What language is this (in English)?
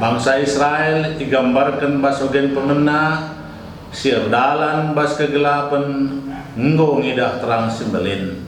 Batak Karo